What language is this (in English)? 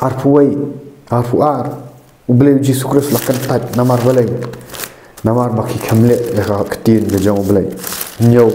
Khasi